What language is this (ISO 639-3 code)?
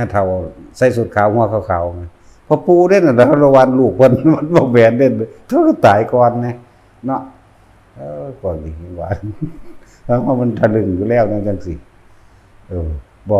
tts